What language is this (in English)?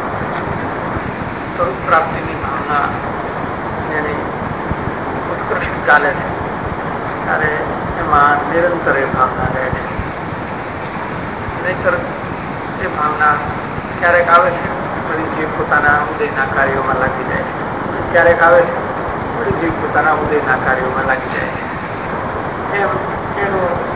Gujarati